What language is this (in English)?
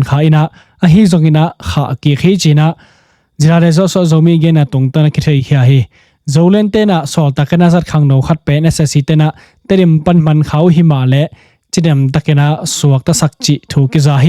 Tedim Chin